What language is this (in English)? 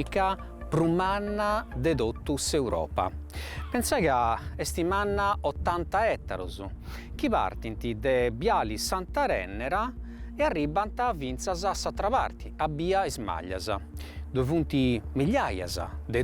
Sardinian